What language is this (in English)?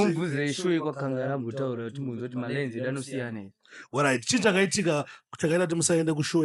Shona